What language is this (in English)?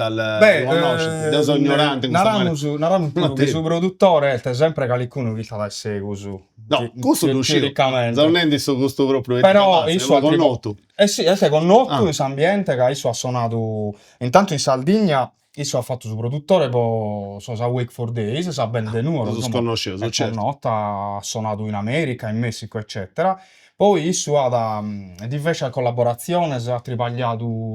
Sardinian